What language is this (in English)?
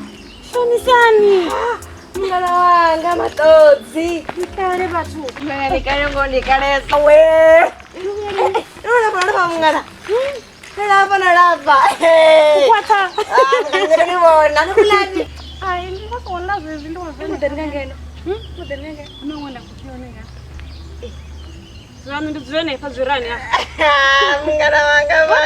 Venda